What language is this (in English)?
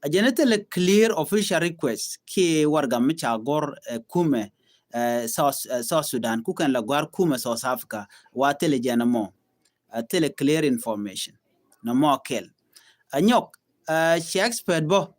Nuer